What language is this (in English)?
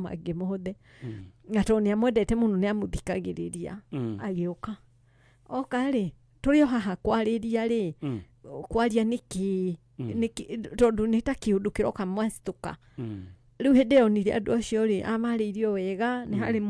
Kikuyu